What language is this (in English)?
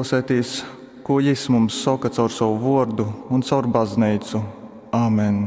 Latgalian